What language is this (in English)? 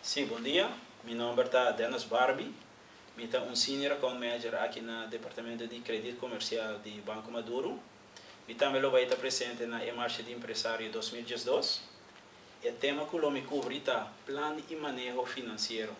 Papiamento